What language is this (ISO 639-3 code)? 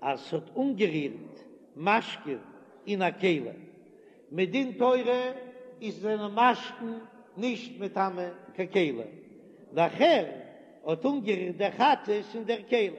yid